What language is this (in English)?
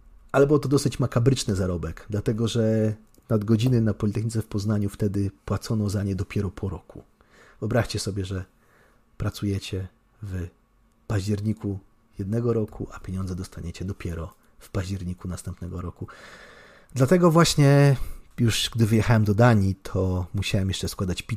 Polish